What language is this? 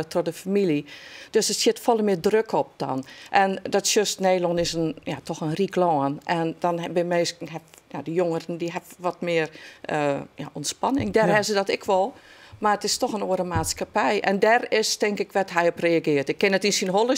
Western Frisian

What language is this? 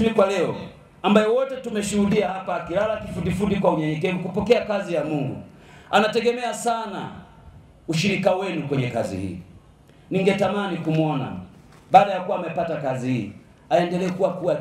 Swahili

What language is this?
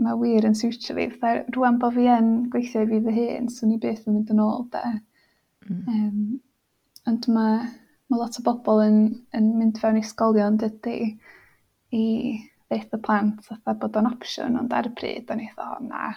Welsh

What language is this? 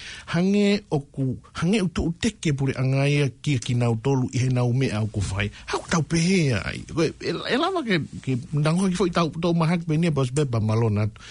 Tongan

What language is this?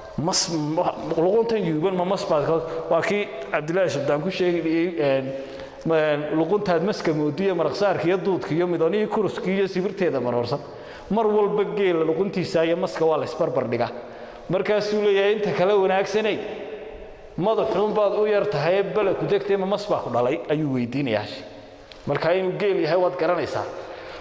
Somali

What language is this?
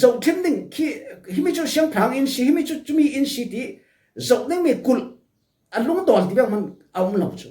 Falam Chin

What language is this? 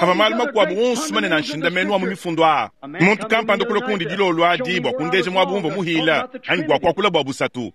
Luba-Lulua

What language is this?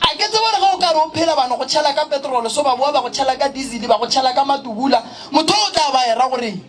Northern Sotho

